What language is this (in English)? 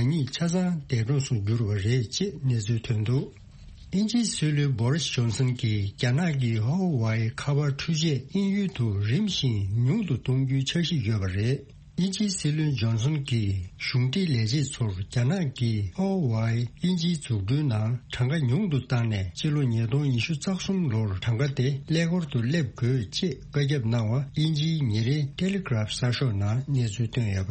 Tibetan